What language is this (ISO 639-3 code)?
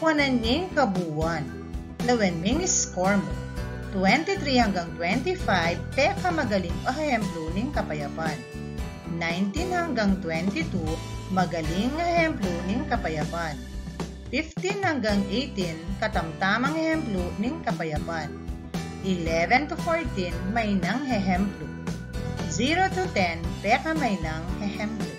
pam